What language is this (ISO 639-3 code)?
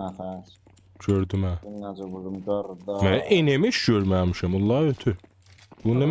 azb